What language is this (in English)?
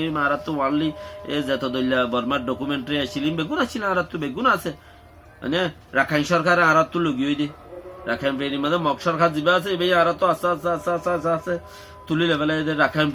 Rohingya